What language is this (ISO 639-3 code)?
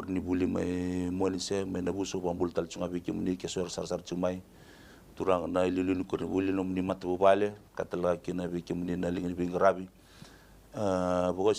fij